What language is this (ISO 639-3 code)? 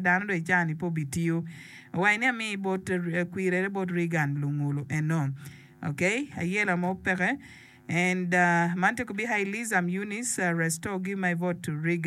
ach